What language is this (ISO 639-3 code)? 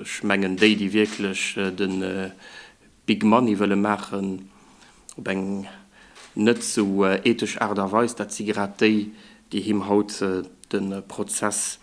ltz